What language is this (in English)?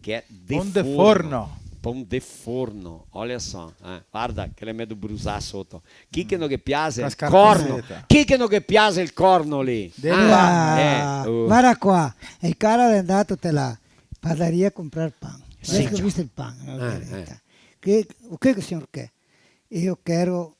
Venetian